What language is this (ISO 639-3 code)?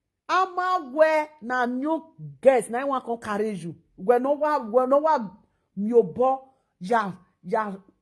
pcm